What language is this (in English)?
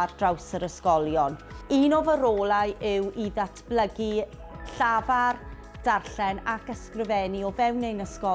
Welsh